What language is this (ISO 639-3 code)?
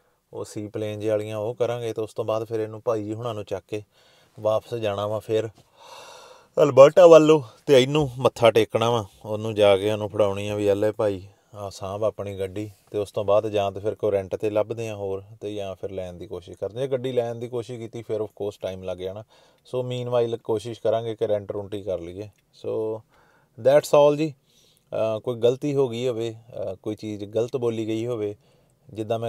pan